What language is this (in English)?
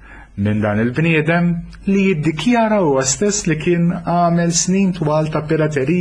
Maltese